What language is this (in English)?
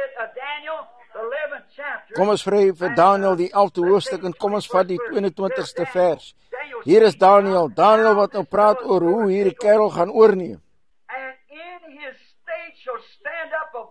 Afrikaans